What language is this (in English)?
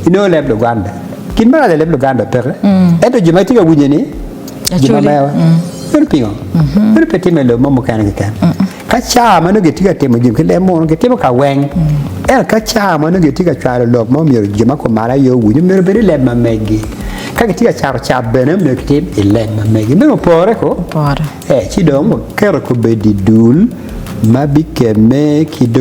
Acoli